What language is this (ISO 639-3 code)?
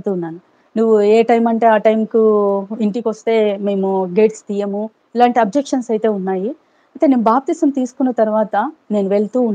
tel